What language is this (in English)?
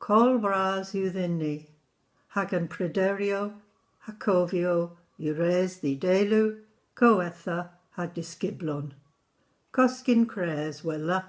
Cornish